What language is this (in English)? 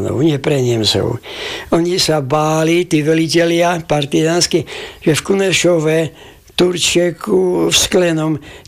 Slovak